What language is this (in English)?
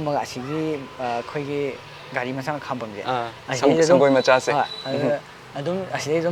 Manipuri